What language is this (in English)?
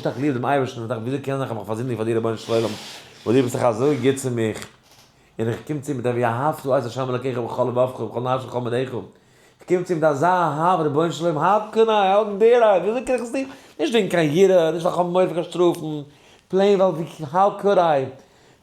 Yiddish